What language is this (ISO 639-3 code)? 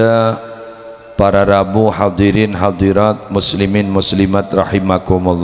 mad